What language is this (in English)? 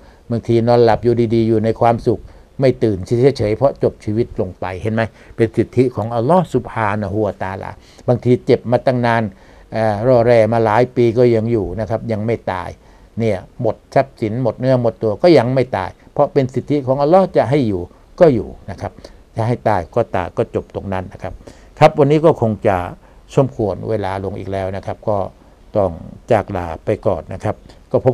Thai